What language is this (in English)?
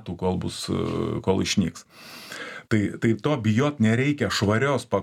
Lithuanian